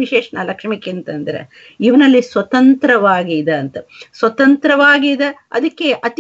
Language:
Kannada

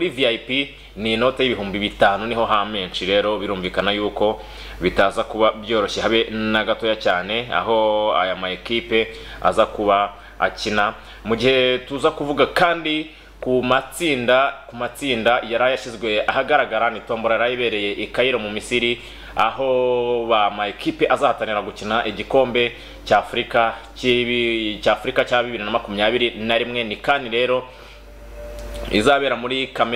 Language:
Kinyarwanda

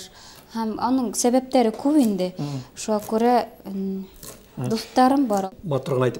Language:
Bashkir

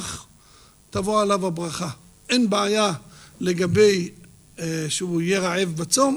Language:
Hebrew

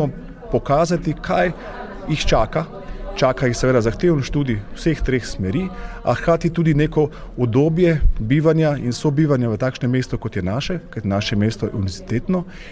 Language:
Slovenian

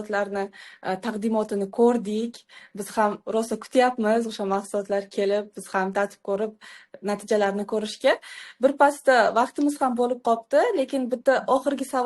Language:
Uzbek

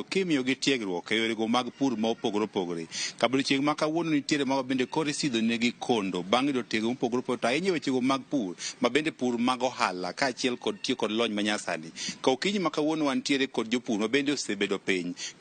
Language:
Luo (Kenya and Tanzania)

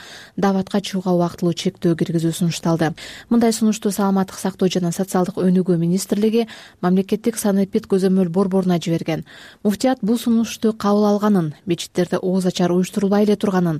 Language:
Kyrgyz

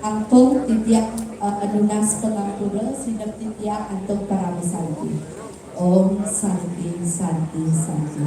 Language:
Balinese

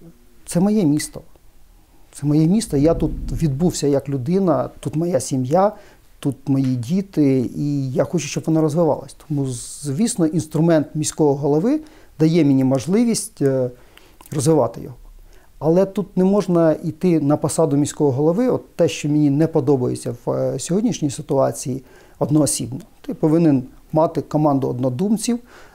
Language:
Ukrainian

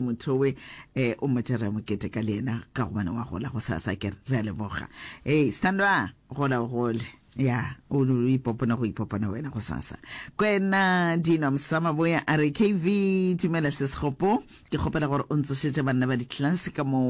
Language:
Northern Sotho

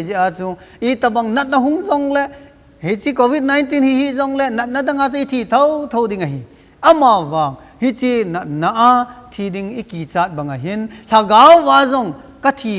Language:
Thado Chin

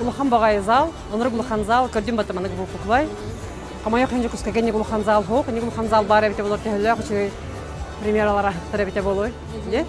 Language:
Yakut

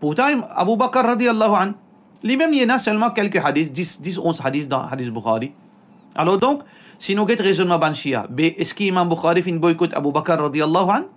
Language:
Morisyen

